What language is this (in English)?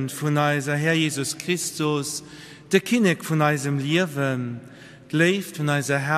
Luxembourgish